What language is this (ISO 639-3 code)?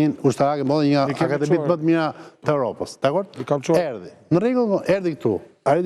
sqi